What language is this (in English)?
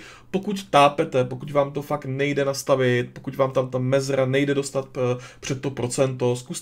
Czech